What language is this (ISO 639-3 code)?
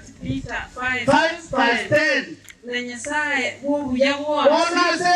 guz